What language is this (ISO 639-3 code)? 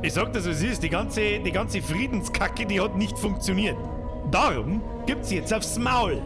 bar